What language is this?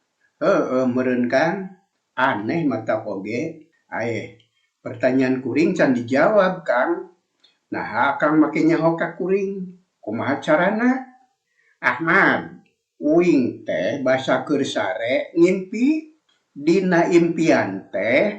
Sundanese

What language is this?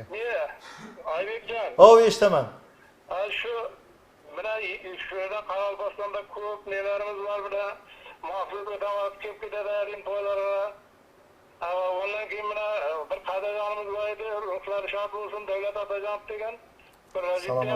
Kara-Kalpak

